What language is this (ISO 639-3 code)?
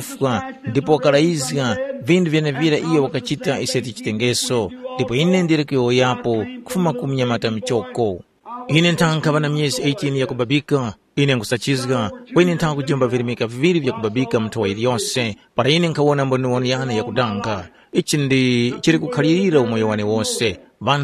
tum